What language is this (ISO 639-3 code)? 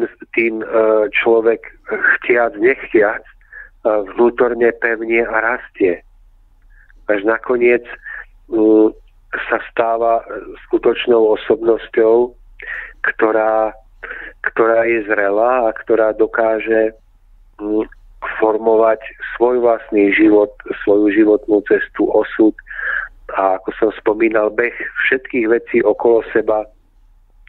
slk